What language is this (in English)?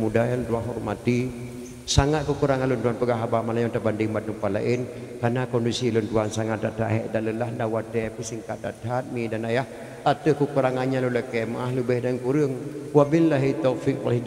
Achinese